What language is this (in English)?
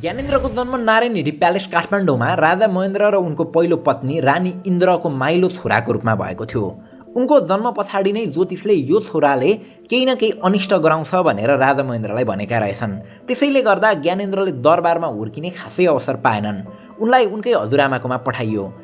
Nepali